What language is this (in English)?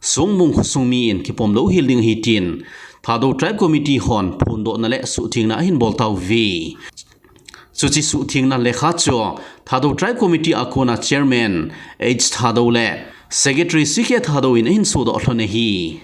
Thado Chin